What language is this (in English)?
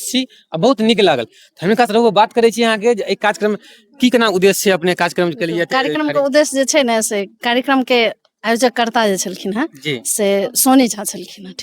Maithili